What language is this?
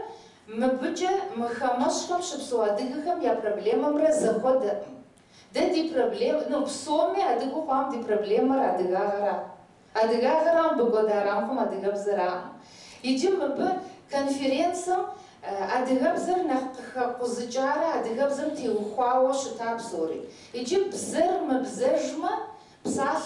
Kabardian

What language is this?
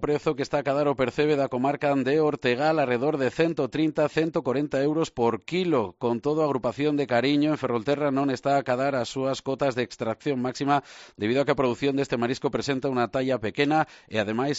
Galician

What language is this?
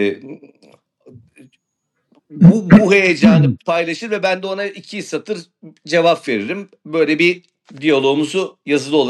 Turkish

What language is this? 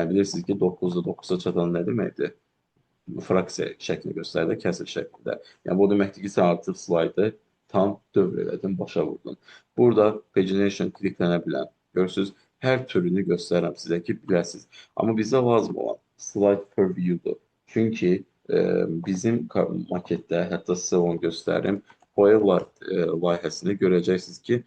Azerbaijani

